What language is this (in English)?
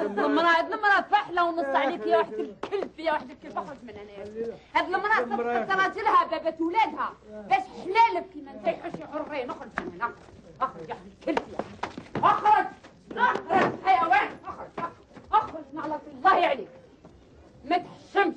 Algerian Arabic